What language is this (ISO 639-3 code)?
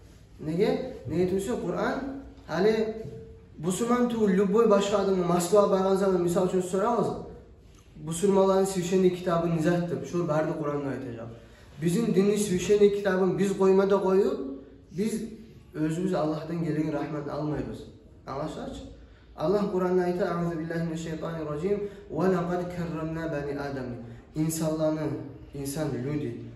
kum